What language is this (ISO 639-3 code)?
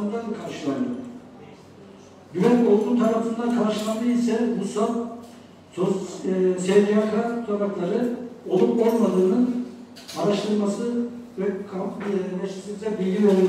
tur